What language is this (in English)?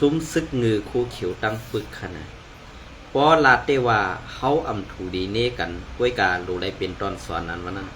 Shan